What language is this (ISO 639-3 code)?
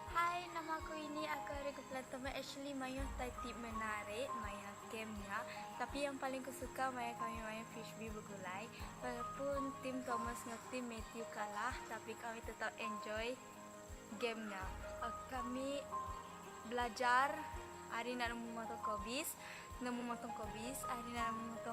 iba